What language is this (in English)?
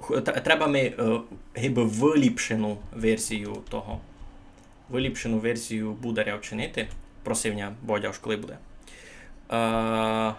Rusyn